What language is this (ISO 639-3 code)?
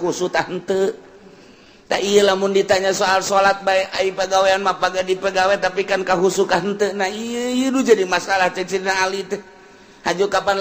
sun